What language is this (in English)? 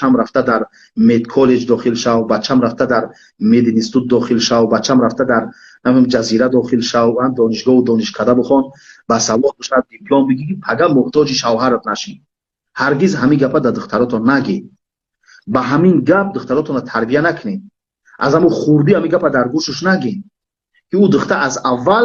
Tajik